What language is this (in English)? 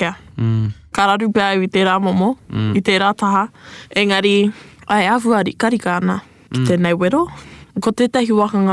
Māori